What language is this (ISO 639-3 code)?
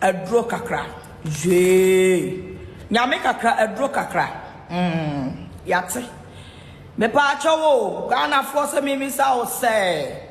aka